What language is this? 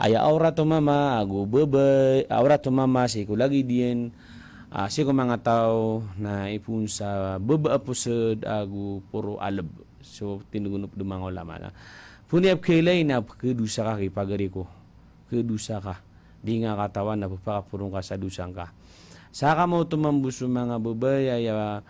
Maranao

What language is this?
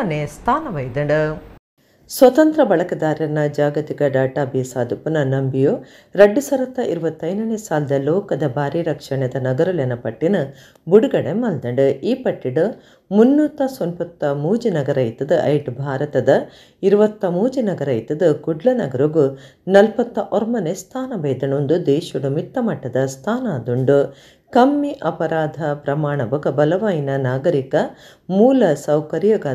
Tulu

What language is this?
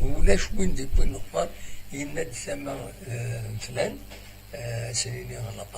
Kabyle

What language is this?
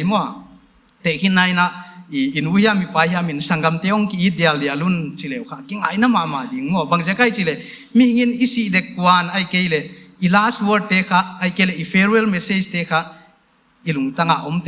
Paite Chin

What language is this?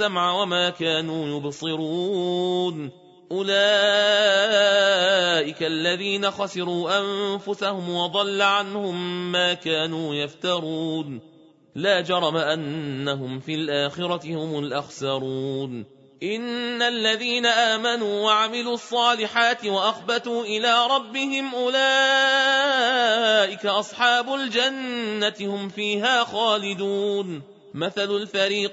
Arabic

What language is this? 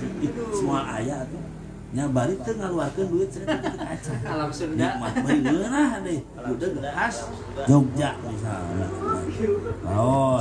Sundanese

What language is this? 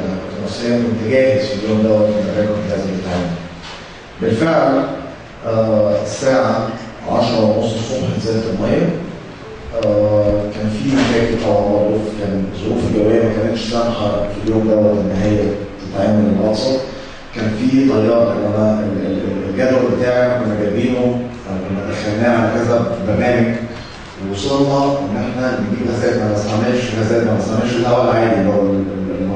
Egyptian Arabic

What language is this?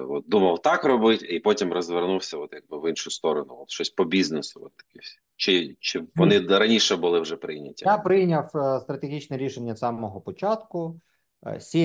Ukrainian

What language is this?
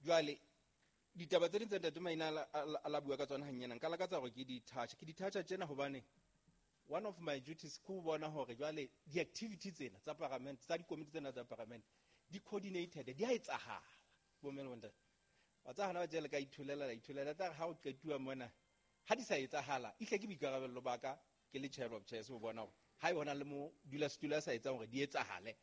Southern Sotho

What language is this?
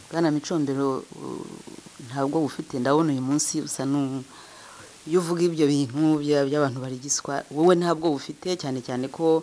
Kinyarwanda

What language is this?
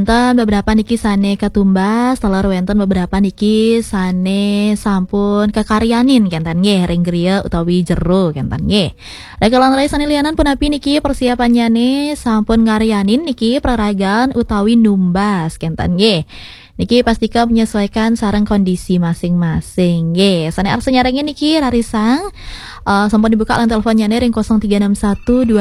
Balinese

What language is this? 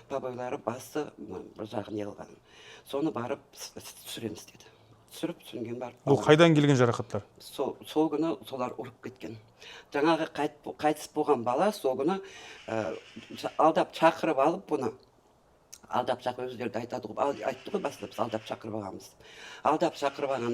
Kazakh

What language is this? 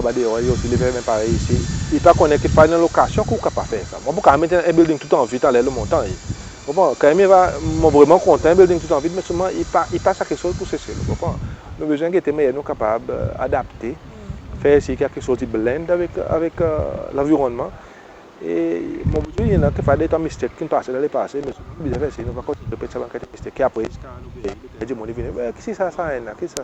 Seselwa Creole French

